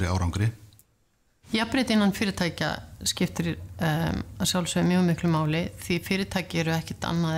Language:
Icelandic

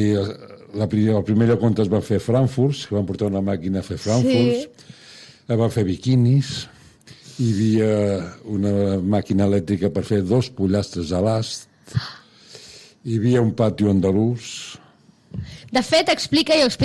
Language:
Catalan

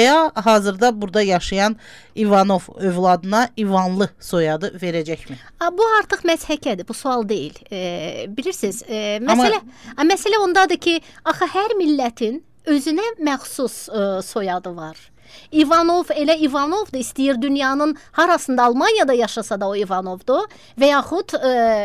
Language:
Azerbaijani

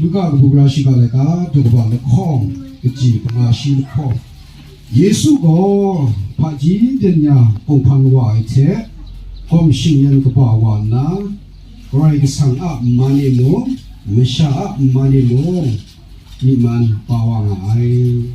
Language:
Kachin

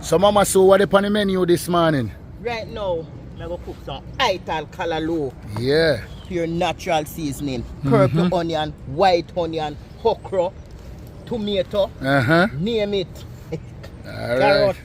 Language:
Jamaican Creole English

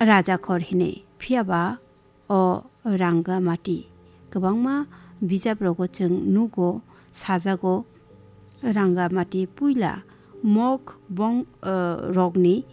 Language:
Kok Borok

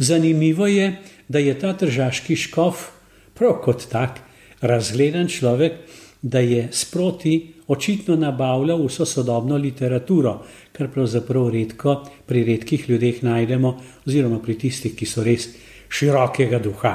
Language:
Slovenian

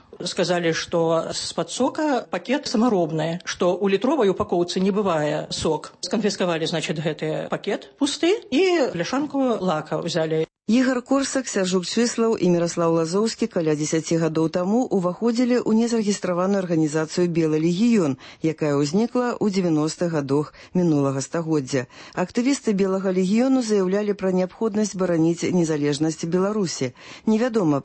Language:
Belarusian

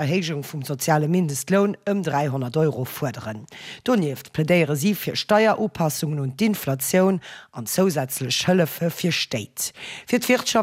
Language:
Luxembourgish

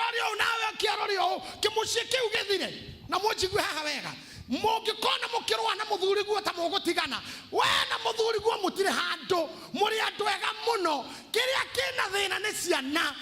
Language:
Kikuyu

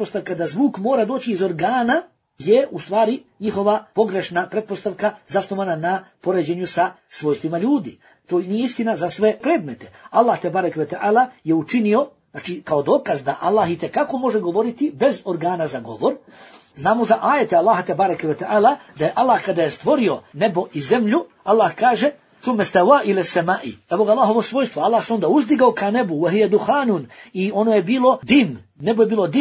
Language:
Bosnian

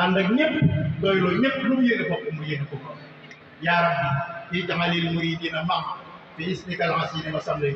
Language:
Wolof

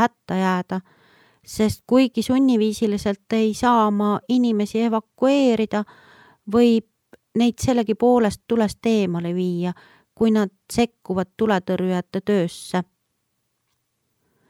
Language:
Estonian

